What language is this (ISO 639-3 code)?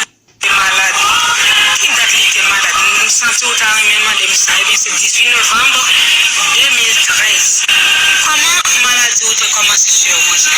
hat